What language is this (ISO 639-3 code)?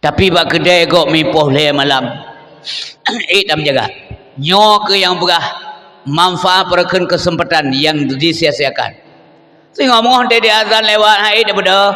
ace